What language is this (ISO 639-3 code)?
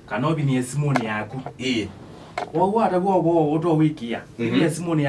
kam